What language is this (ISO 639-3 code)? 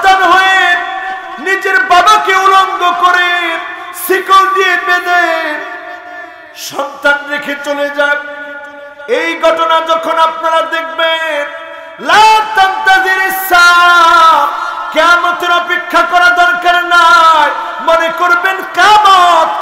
ben